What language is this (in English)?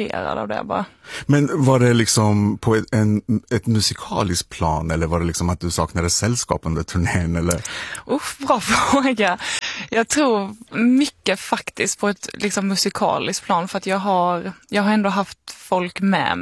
Swedish